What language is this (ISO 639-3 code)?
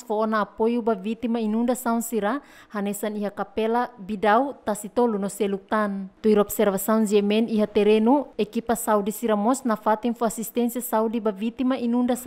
tet